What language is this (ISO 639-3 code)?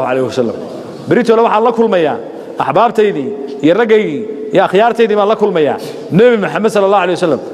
som